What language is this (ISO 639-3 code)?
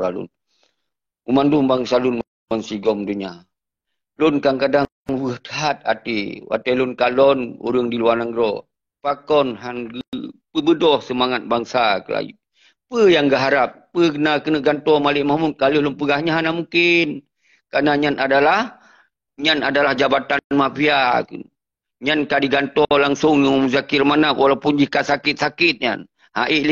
ace